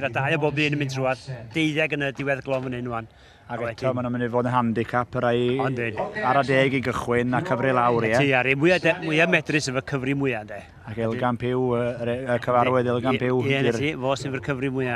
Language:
Welsh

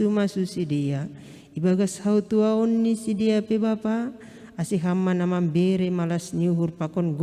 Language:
Batak Simalungun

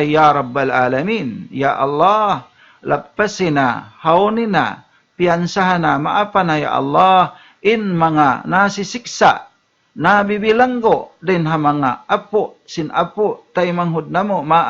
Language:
Tausug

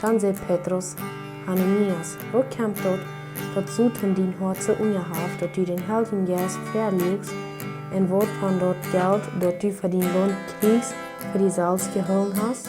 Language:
Plautdietsch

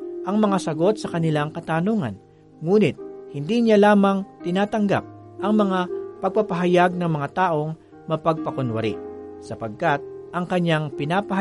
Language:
Filipino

